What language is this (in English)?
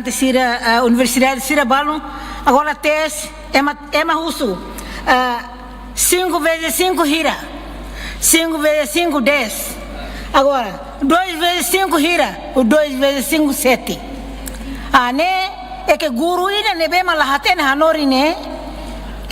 Tetum